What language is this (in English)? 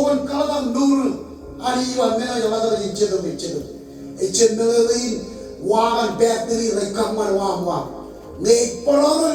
Marshallese